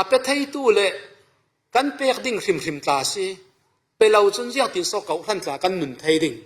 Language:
Falam Chin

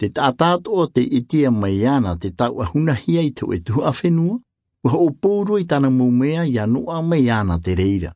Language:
Tahitian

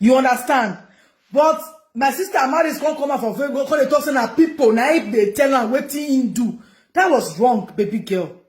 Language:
Nigerian Pidgin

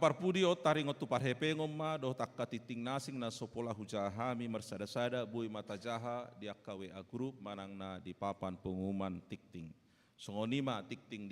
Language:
Batak Toba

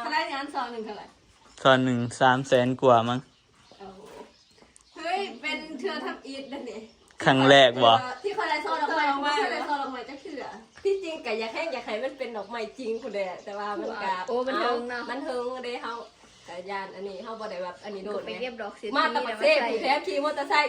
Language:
Northeastern Thai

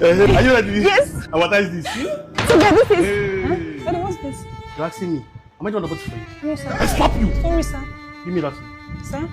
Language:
Nigerian Pidgin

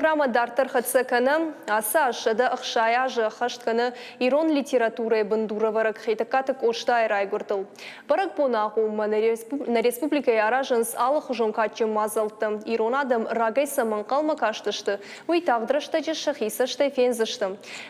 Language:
Ossetic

